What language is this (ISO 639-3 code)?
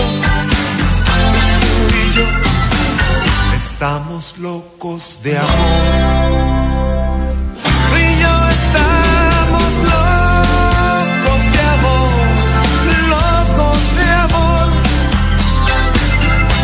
spa